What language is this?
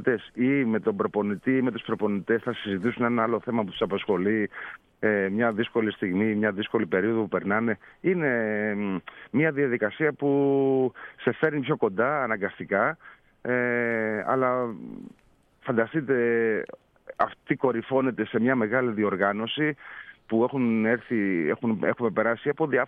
Greek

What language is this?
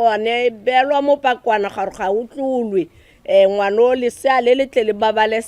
Tswana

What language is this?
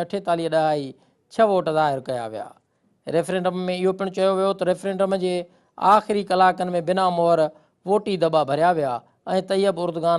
Sindhi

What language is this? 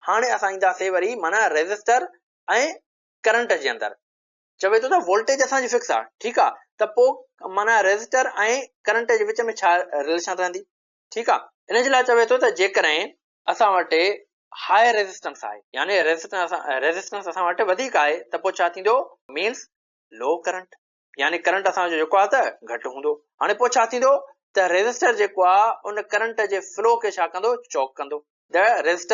Sindhi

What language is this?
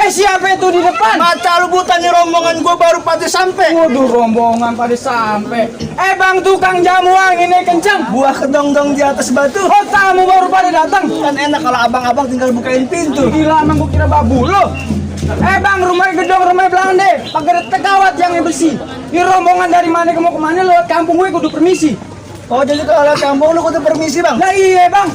Betawi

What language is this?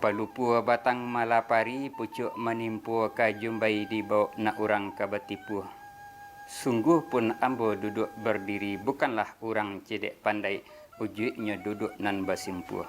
Minangkabau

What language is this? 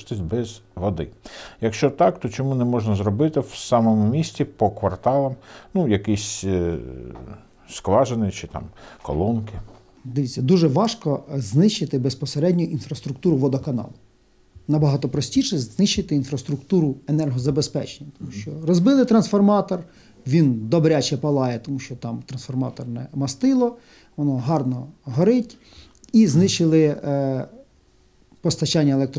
Ukrainian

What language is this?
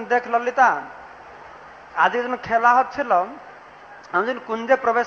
Bangla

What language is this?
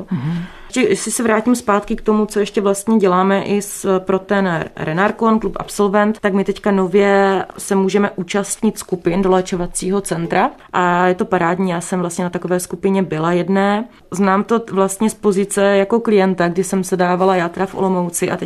Czech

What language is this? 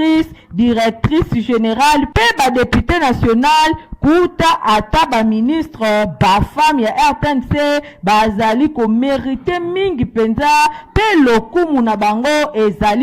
Lingala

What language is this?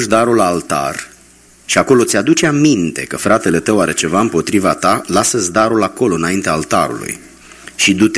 Romanian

